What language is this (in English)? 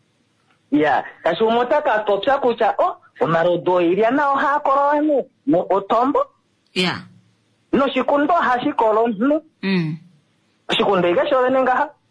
Kuanyama